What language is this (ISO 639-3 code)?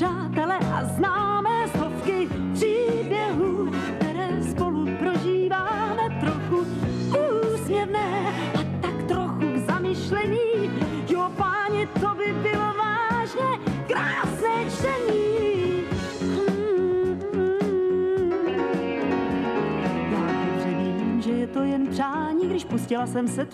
ces